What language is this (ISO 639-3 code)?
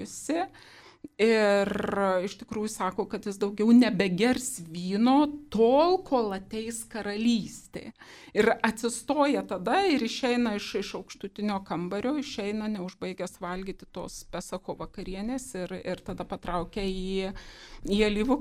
lit